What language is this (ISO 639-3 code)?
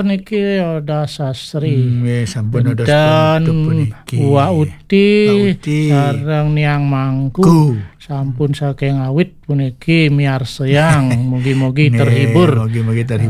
ban